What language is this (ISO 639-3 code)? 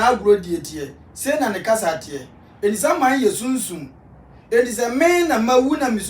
aka